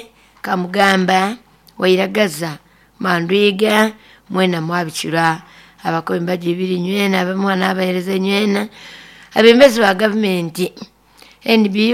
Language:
Nyoro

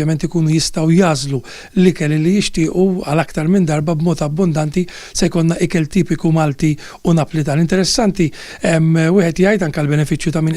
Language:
Maltese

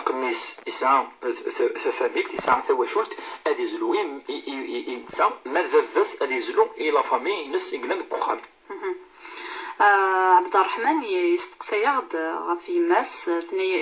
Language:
Kabyle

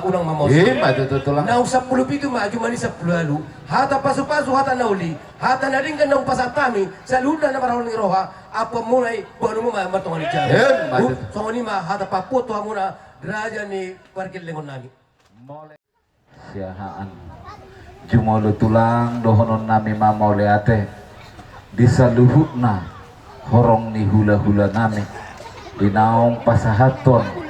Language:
Batak Toba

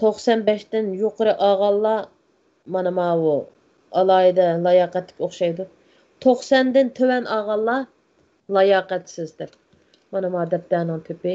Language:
Uyghur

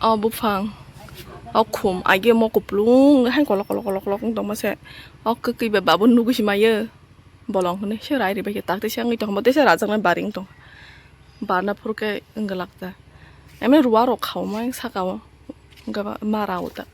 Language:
Kok Borok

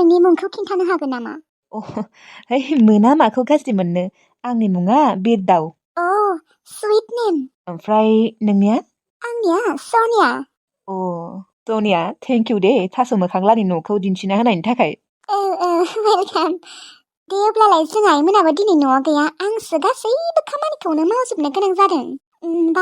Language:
Bodo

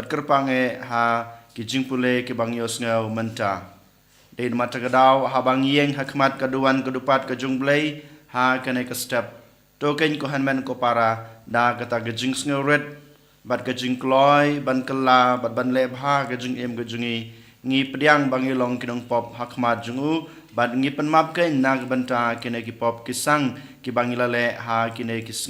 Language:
Khasi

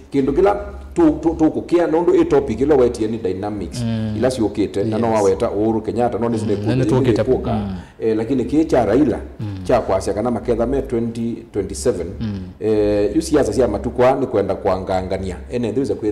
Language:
Kamba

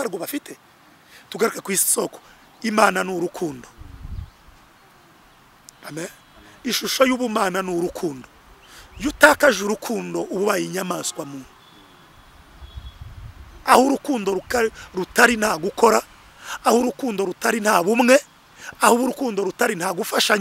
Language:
Kinyarwanda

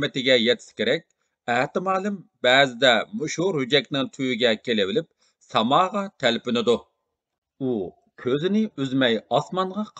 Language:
Uyghur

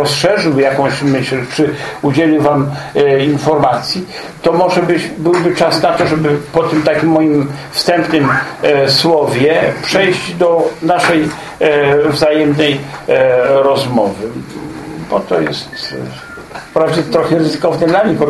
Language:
Polish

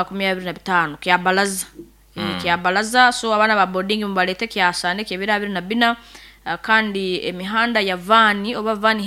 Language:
Nyoro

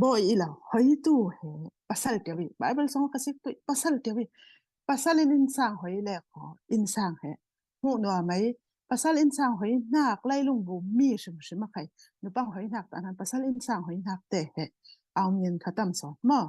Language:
Falam Chin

